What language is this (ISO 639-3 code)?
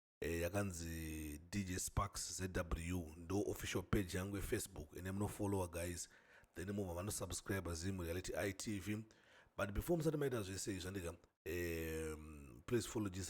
sna